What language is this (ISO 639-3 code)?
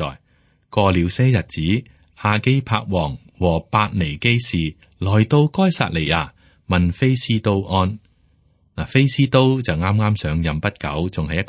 yue